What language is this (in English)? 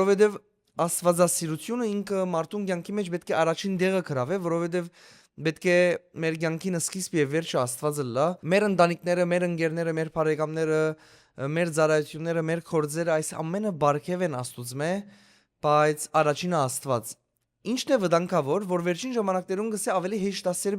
Western Armenian